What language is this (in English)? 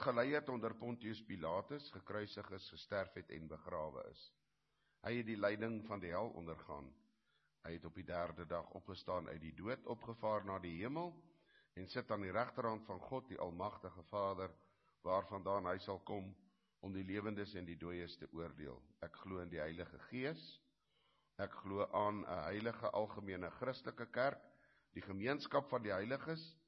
Afrikaans